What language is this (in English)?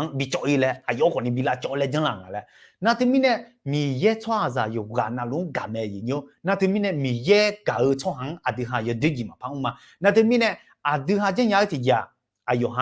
Akha